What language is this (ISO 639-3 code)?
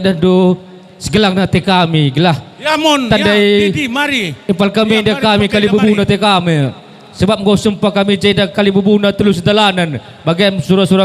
btx